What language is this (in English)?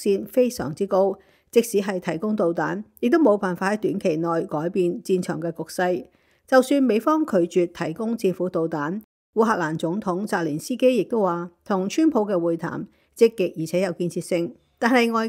Cantonese